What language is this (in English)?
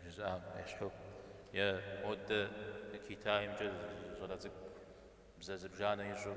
Kabardian